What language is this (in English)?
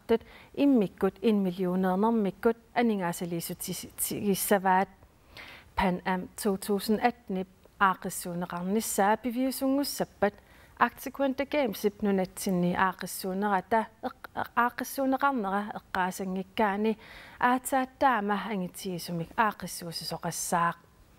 Kalaallisut